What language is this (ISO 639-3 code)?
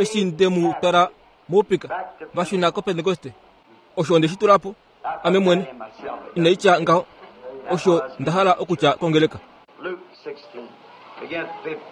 kua